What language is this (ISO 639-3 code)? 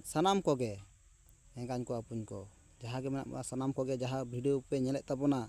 sat